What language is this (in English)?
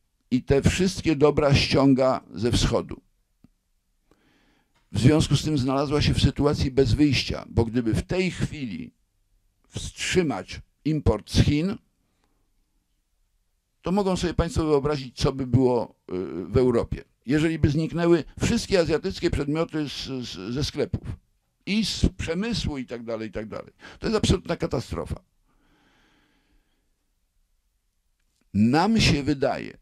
Polish